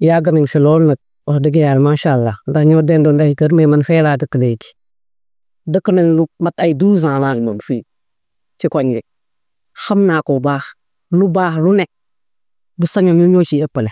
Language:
Wolof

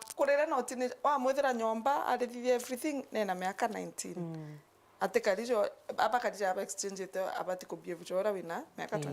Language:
Meru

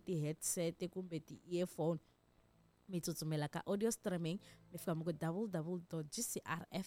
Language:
Tsonga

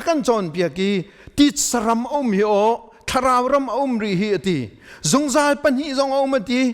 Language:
Hakha Chin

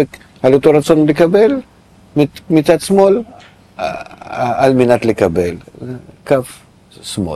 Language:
Hebrew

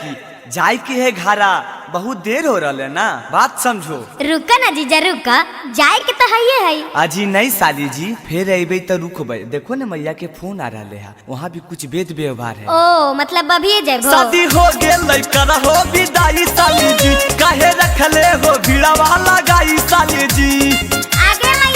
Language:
Magahi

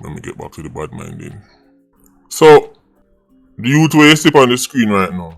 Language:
Jamaican Creole English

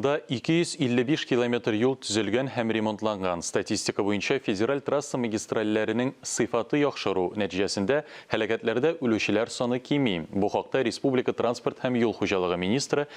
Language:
Tatar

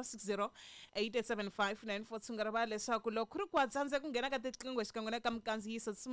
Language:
Tsonga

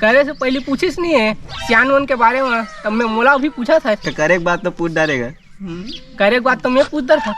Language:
Chhattisgarhi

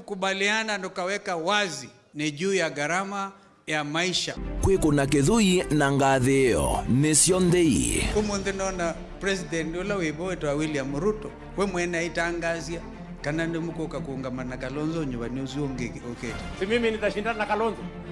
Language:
Kamba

